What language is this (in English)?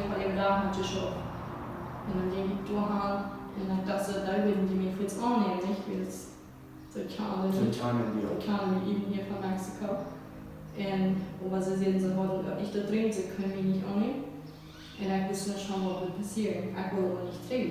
Plautdietsch